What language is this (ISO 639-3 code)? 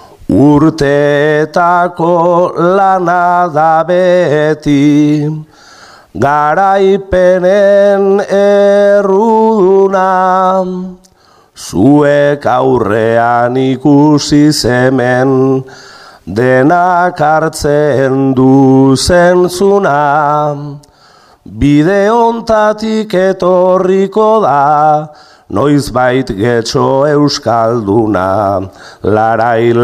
eus